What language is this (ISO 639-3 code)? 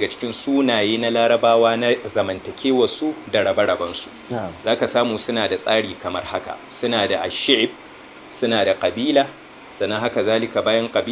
hau